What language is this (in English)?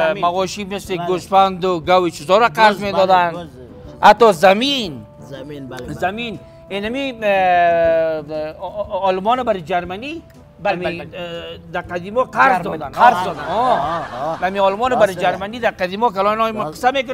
Persian